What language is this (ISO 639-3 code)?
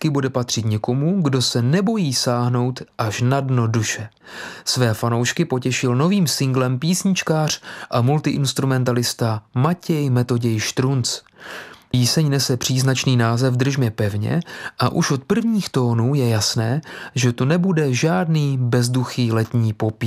ces